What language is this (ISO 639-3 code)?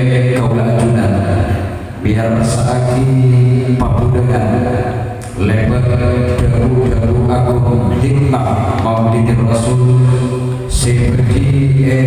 mad